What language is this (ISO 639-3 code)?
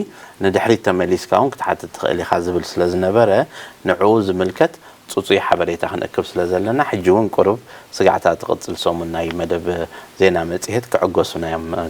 tir